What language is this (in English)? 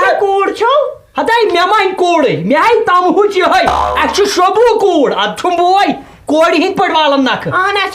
Kashmiri